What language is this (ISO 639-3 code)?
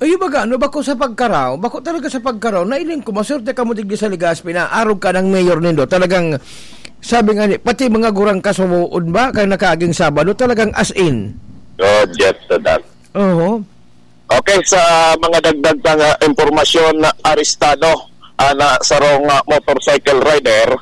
bik